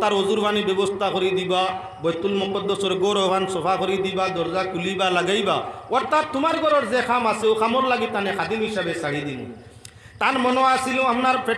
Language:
Sylheti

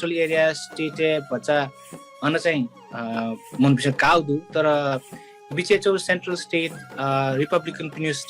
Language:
Newari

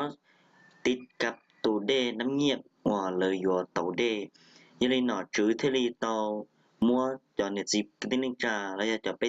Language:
Hmong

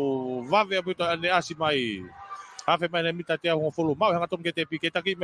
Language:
Tongan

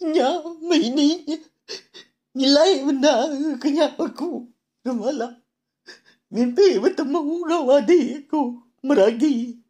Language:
Iban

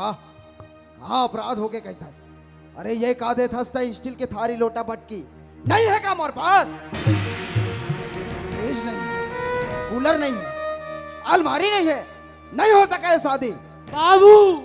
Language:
Chhattisgarhi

